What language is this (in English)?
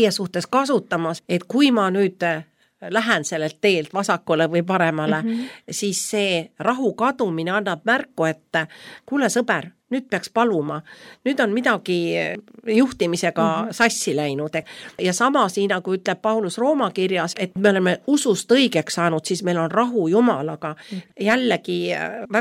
Estonian